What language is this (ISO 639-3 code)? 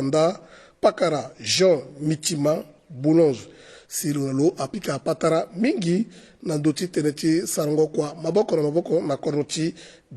sag